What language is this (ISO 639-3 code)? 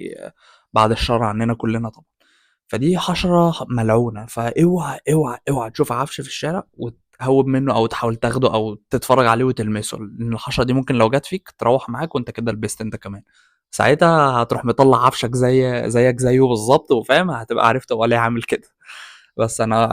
arz